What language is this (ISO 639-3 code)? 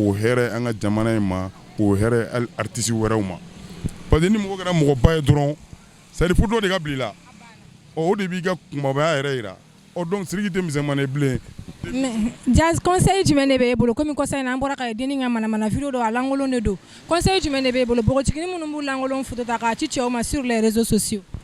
bam